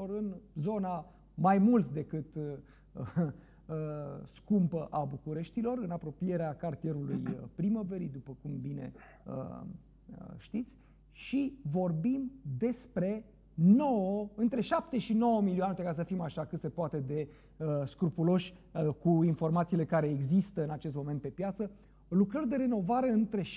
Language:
Romanian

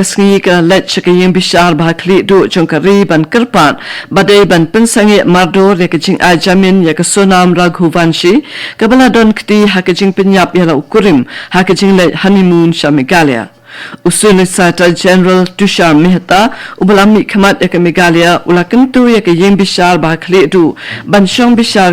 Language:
Khasi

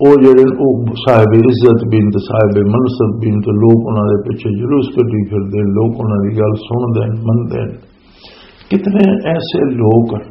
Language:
Western Panjabi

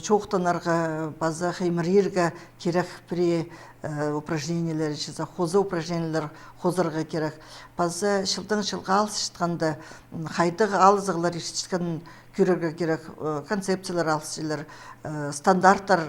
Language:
Khakas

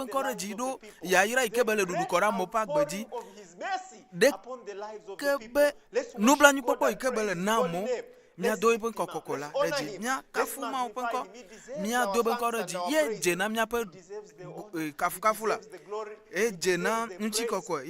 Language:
Ewe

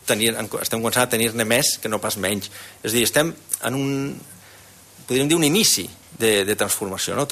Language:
Catalan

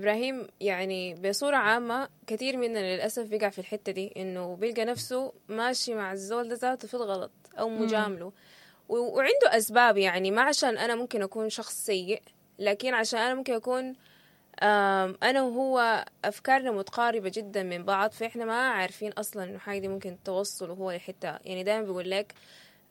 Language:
Sudanese Arabic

